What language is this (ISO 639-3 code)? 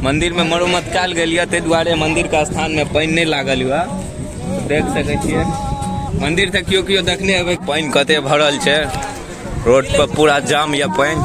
mai